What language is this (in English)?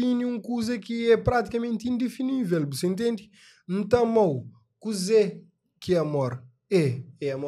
Kabuverdianu